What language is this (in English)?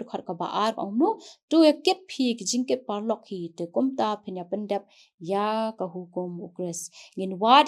Khasi